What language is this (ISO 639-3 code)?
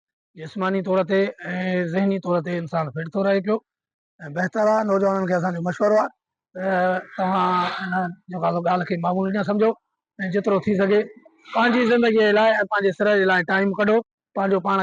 snd